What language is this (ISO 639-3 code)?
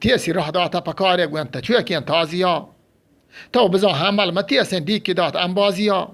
bgp